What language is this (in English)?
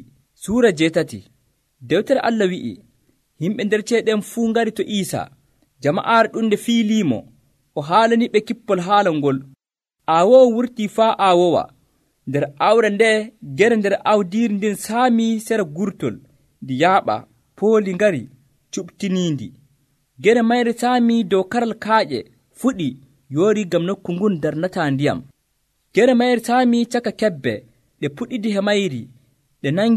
Nigerian Fulfulde